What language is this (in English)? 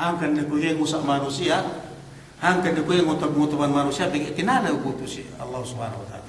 Yakan